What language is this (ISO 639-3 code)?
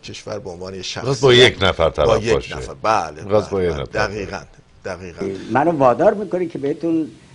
fas